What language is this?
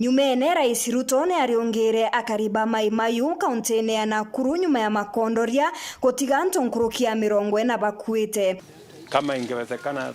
Meru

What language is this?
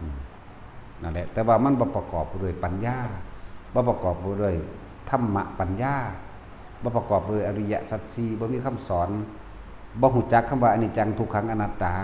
Northeastern Thai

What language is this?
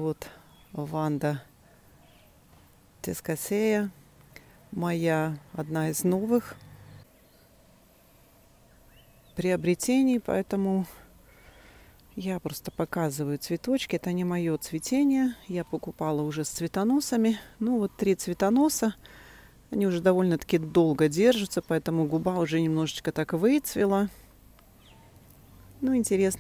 Russian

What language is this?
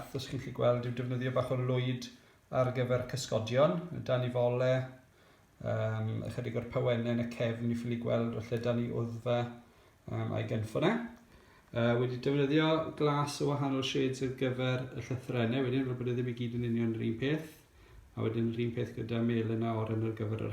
Welsh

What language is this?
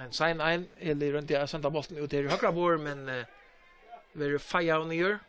Faroese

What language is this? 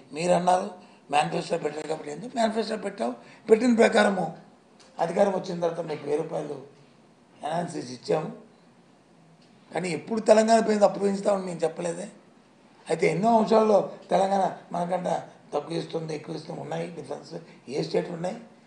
Telugu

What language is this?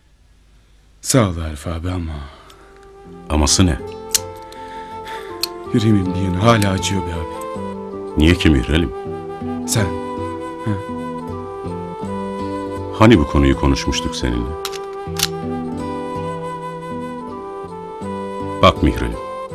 Turkish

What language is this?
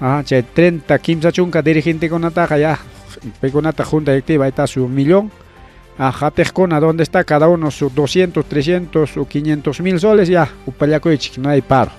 Ayacucho Quechua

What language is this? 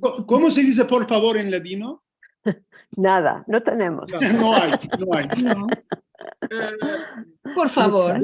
Ladino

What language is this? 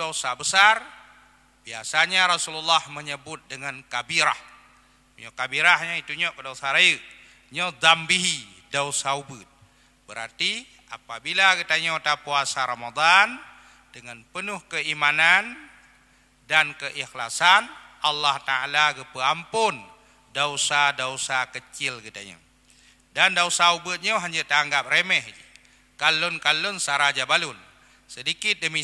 Achinese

